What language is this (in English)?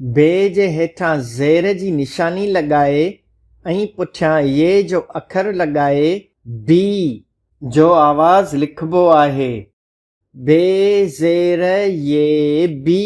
Sindhi